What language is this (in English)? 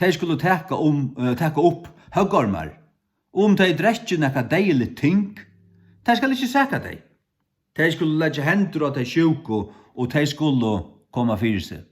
Faroese